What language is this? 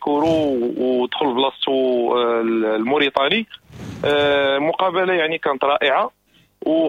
Moroccan Arabic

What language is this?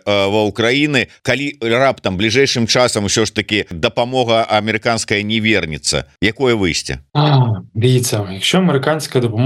Belarusian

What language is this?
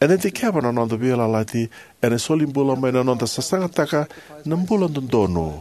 Fijian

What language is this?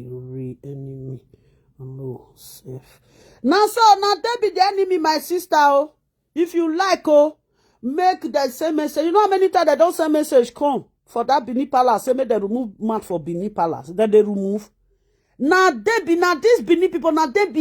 Nigerian Pidgin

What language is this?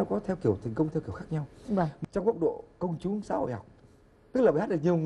Vietnamese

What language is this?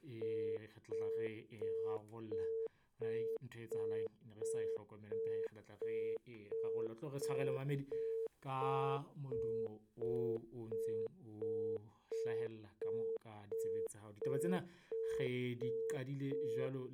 Southern Sotho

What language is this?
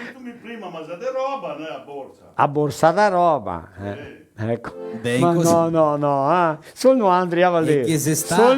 Venetian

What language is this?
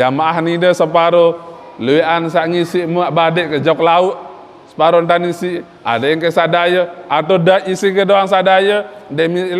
Sasak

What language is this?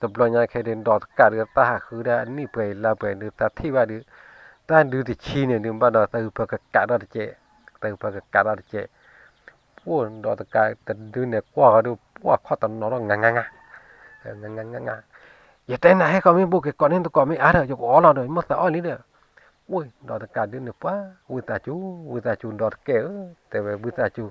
S'gaw Karen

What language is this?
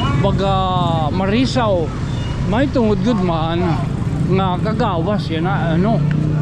Waray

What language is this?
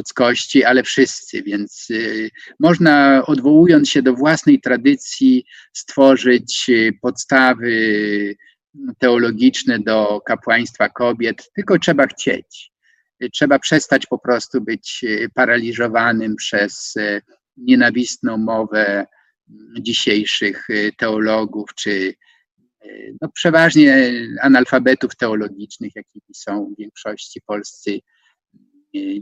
Polish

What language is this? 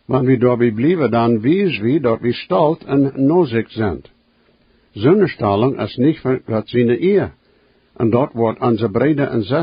Plautdietsch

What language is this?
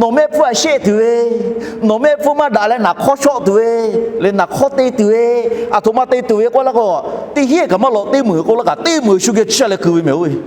Lahu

